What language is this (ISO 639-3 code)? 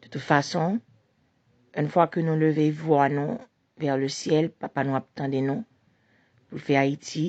hat